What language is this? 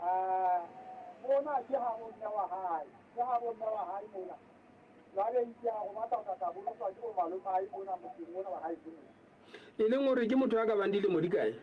Southern Sotho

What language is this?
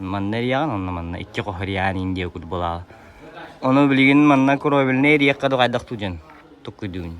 Yakut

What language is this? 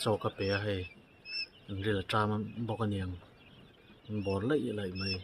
Mizo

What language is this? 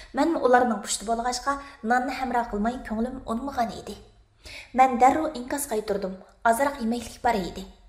Uyghur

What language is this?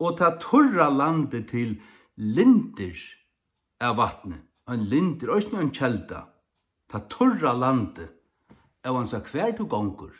Faroese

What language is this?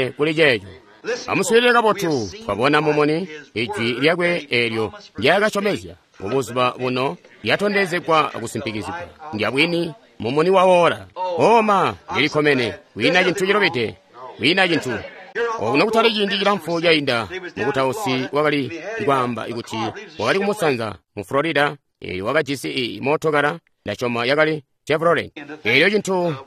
Tonga (Zambia)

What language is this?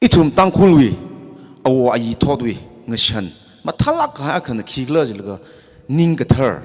Tangkhul Naga (India)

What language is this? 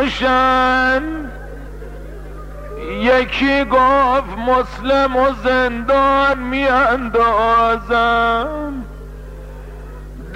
Persian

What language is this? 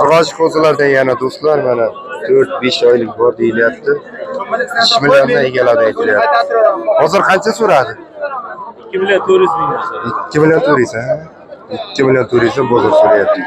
Uzbek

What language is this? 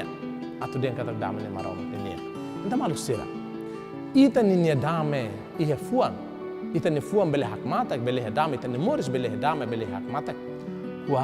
Tetum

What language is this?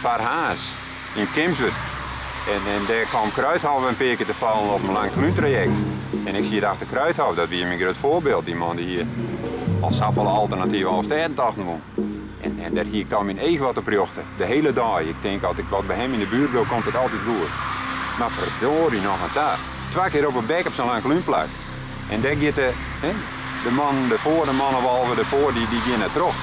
Western Frisian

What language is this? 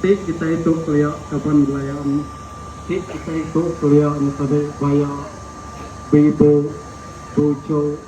Iban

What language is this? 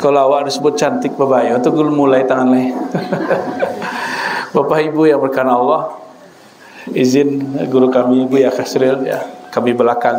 Minangkabau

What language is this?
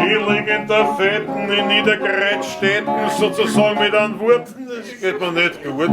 Bavarian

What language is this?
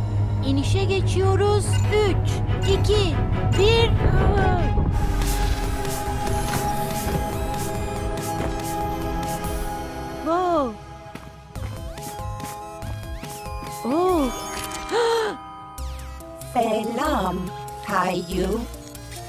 Turkish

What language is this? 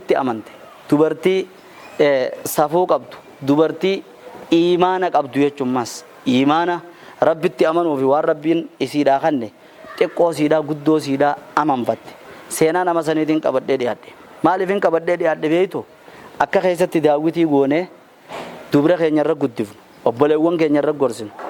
Oromo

